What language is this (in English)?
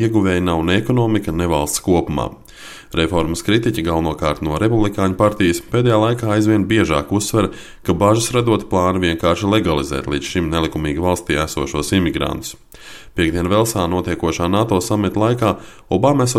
Latvian